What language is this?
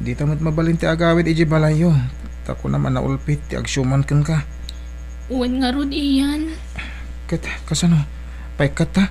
Iloko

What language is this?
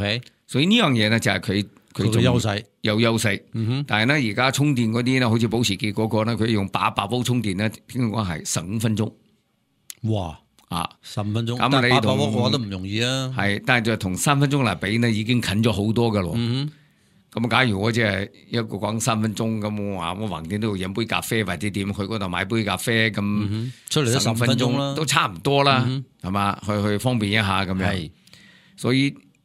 Cantonese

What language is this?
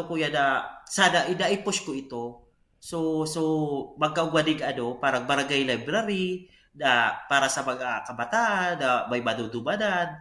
Bikol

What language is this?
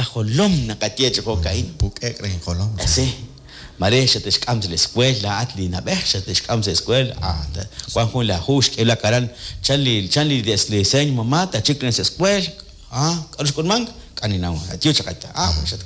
Kekchí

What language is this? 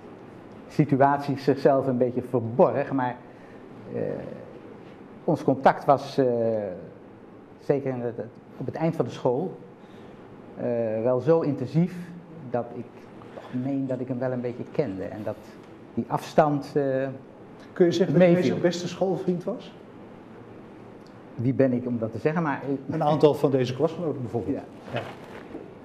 Dutch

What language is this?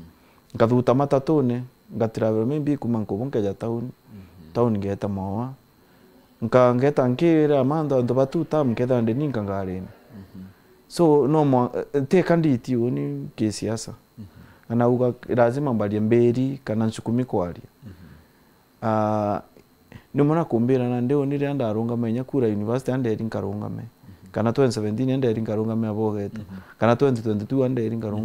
Meru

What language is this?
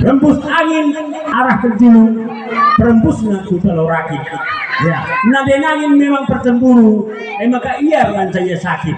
Batak Karo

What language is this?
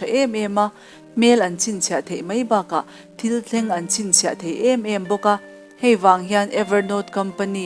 Mizo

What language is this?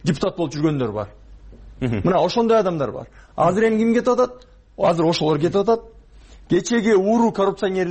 Kyrgyz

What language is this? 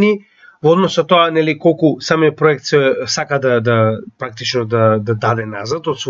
Macedonian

